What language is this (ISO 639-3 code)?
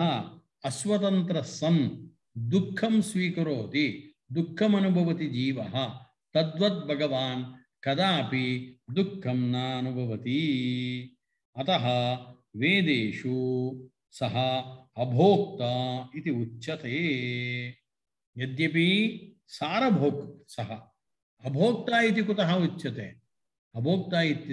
san